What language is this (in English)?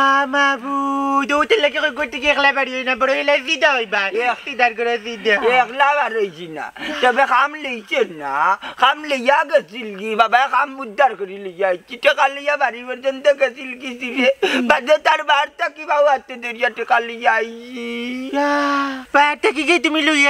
Sylheti